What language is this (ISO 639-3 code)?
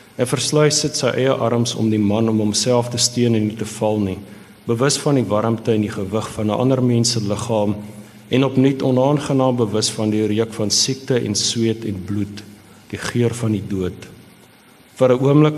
afr